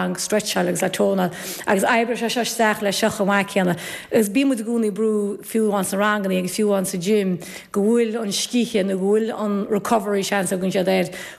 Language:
Irish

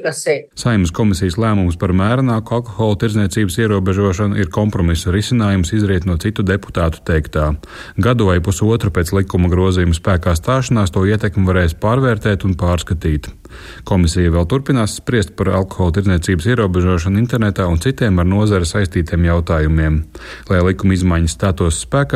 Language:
Latvian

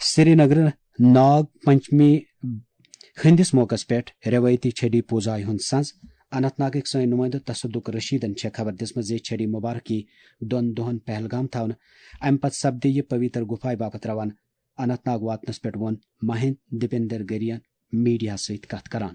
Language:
Kashmiri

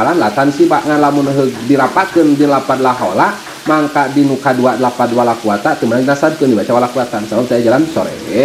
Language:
Sundanese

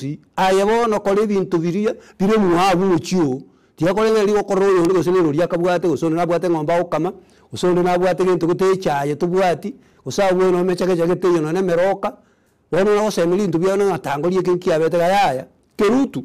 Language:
Gusii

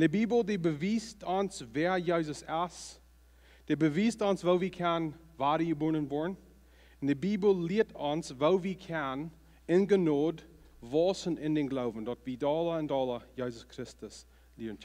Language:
Plautdietsch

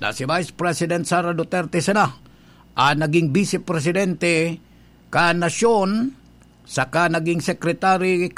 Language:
Bikol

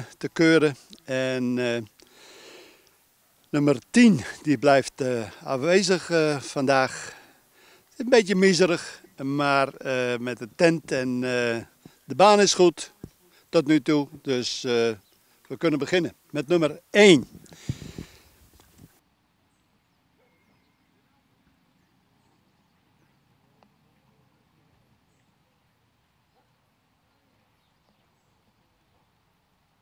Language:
Dutch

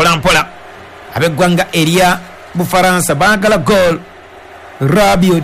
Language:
Ganda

